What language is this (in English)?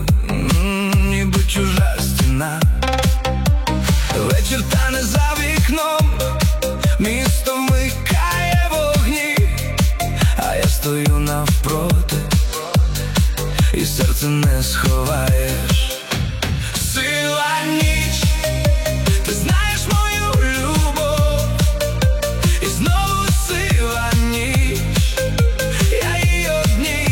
Ukrainian